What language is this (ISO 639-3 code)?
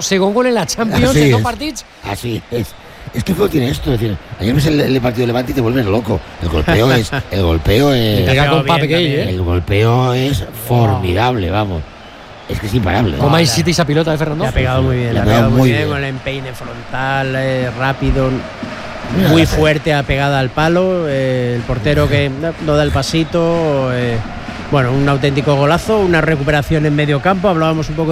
cat